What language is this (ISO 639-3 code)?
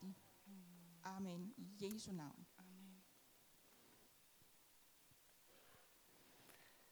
dan